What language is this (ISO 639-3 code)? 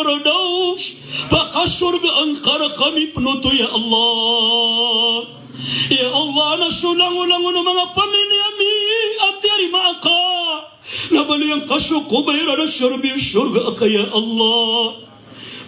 mrw